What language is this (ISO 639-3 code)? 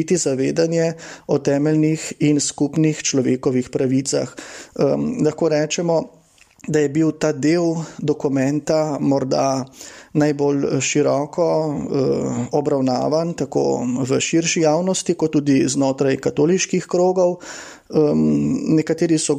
slv